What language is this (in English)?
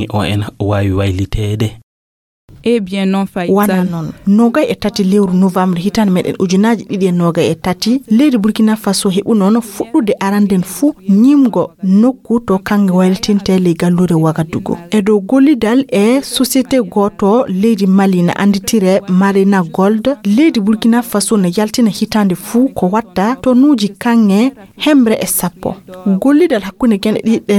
Fula